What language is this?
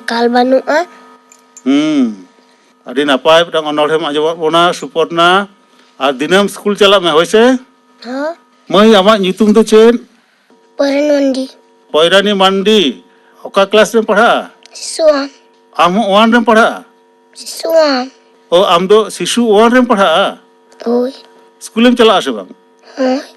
Santali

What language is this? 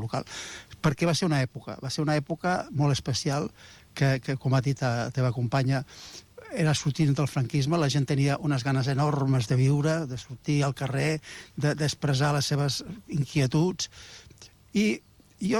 Catalan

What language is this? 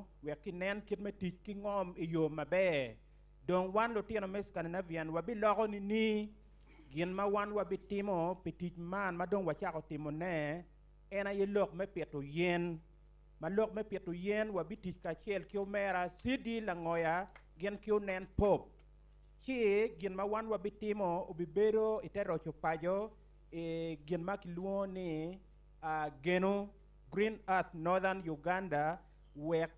Acoli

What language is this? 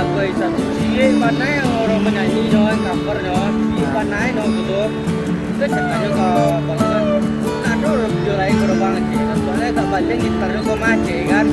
Minangkabau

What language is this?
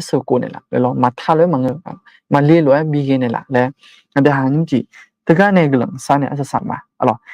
Akha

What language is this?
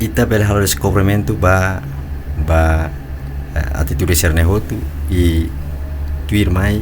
Tetum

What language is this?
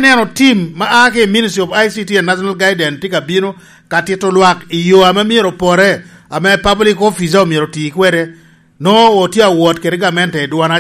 Lango (Uganda)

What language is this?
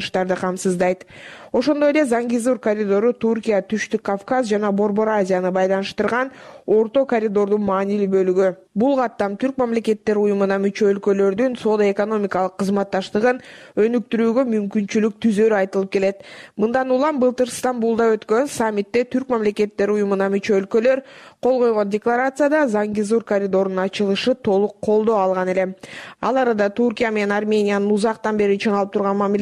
Kyrgyz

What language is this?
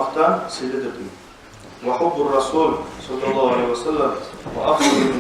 Kumyk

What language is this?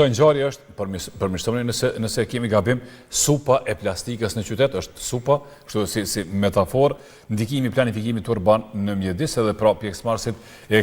Albanian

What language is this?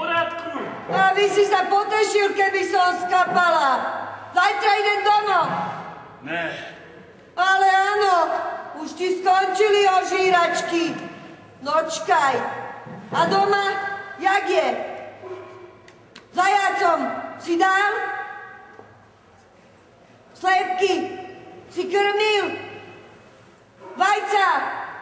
Slovak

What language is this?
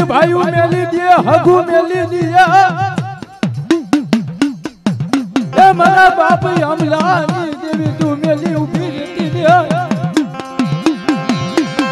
Gujarati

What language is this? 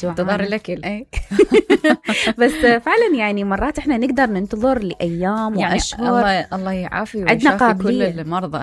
Mesopotamian Arabic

